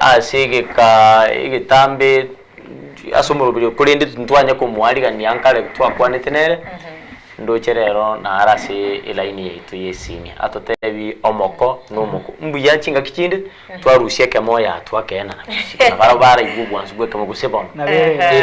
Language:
Gusii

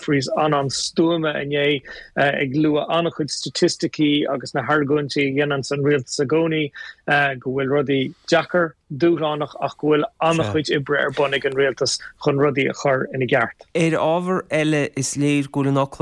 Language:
Irish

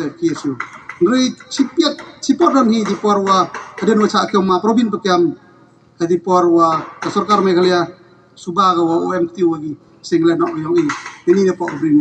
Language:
Khasi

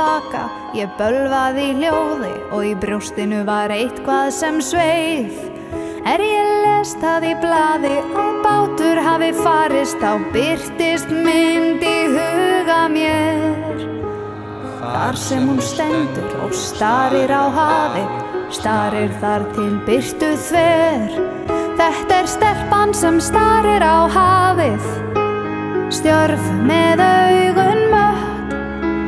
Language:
Icelandic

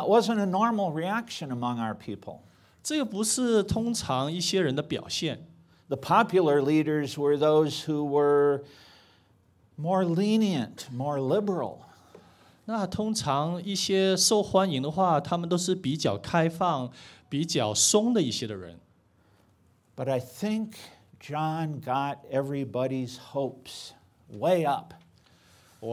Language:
Chinese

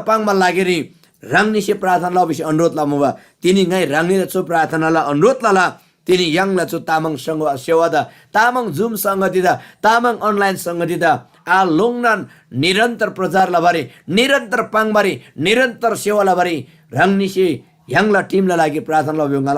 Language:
Eastern Tamang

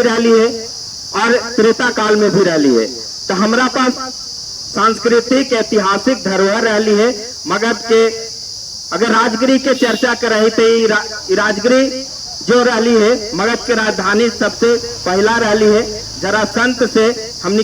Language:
Magahi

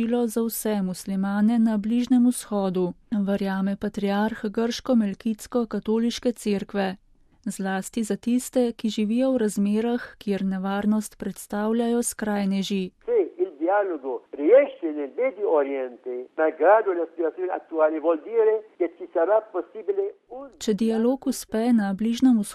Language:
Slovenian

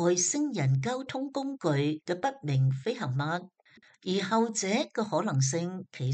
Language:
Cantonese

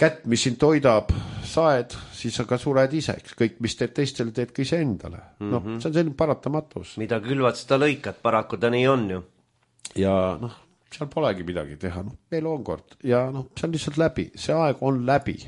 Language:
Estonian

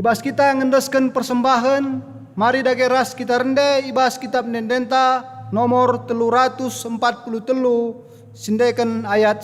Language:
Batak Karo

